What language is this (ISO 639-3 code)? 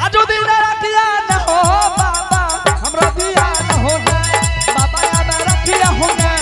anp